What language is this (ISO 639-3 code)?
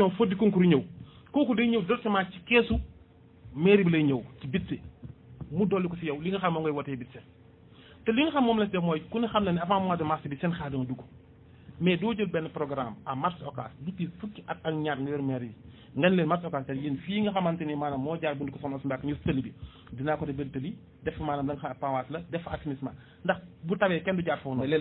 wol